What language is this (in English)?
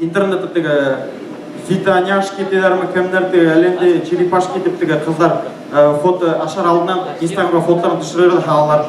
Bashkir